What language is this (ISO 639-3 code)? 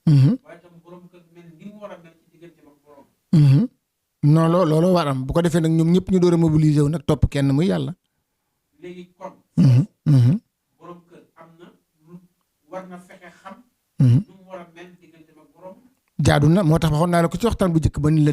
wol